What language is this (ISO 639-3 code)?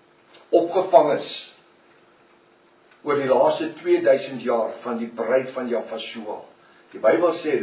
afr